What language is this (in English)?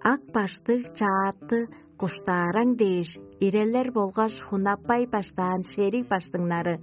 Tuvinian